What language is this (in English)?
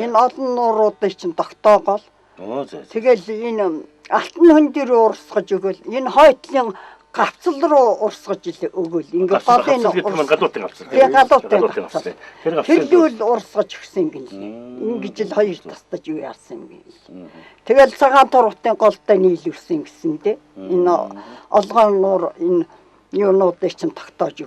Mongolian